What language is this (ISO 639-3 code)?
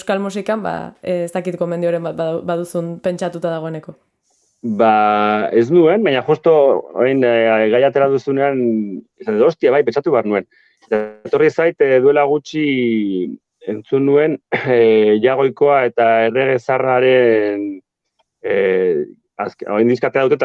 eus